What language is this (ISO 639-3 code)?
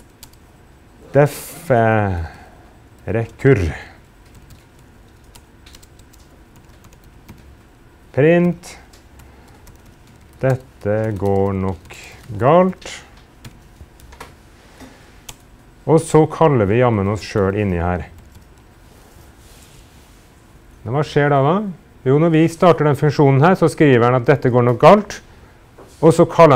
nor